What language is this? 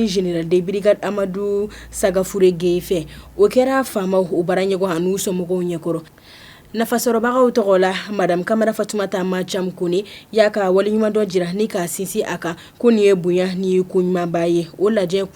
Bambara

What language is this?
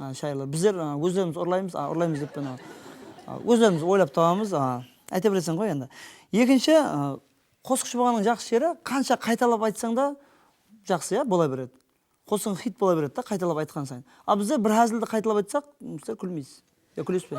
Kara-Kalpak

